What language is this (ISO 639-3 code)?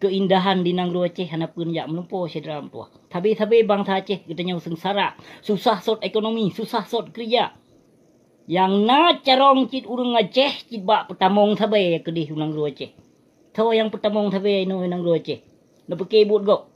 ace